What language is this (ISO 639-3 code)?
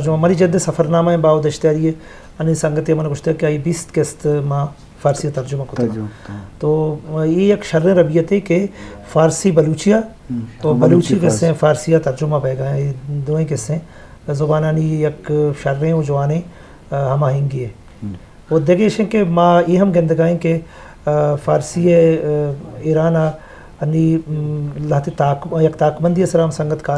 bgp